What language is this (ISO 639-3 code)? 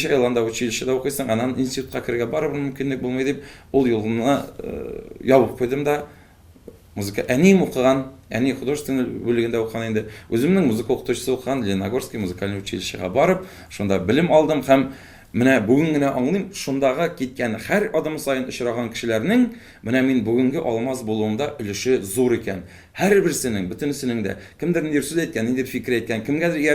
tat